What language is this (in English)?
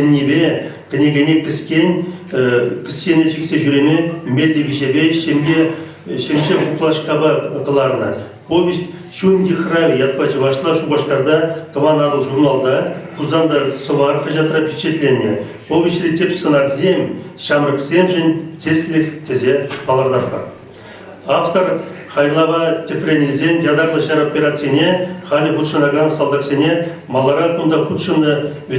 Chuvash